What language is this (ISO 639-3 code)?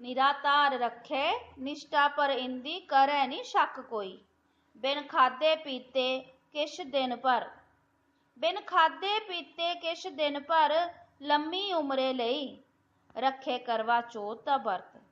doi